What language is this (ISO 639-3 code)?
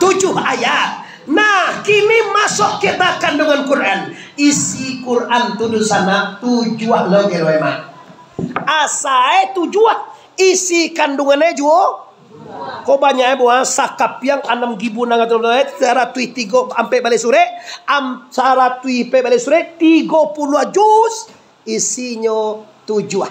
min